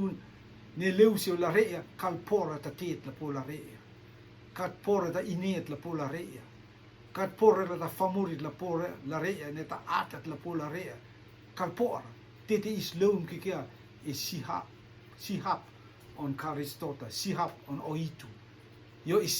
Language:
Rotuman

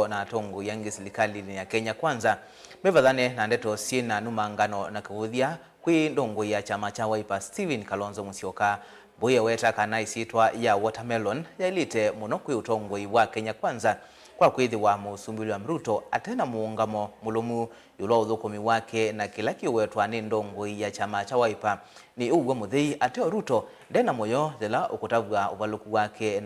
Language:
Kamba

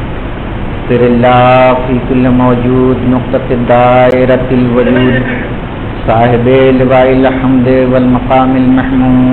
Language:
Urdu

